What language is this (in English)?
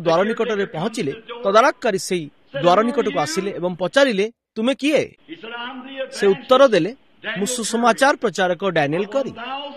Odia